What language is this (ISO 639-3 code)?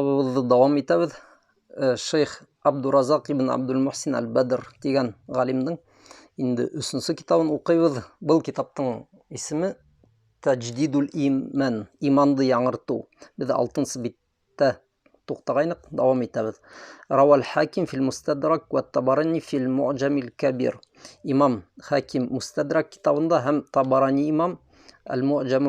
bak